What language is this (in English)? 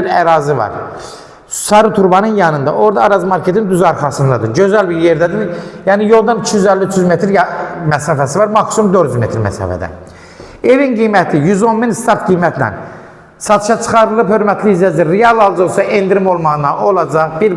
Azerbaijani